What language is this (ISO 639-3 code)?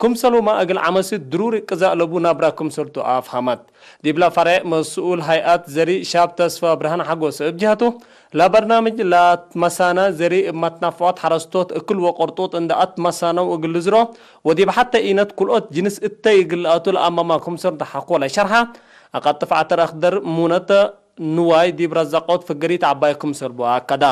tig